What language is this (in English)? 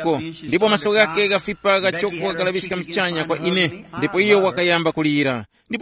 Tumbuka